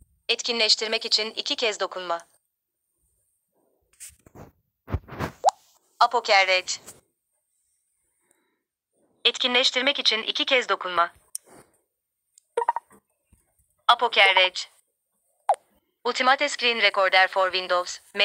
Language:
Turkish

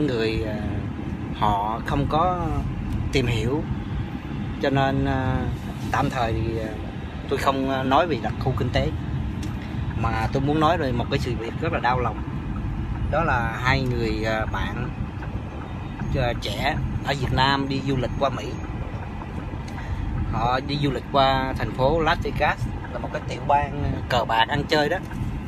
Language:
Vietnamese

